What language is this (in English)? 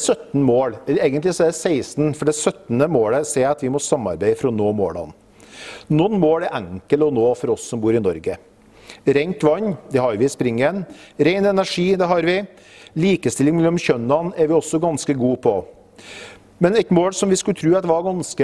Norwegian